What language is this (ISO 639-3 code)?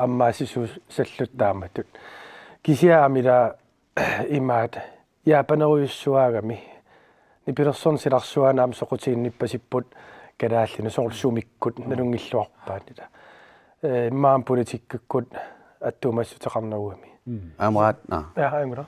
kal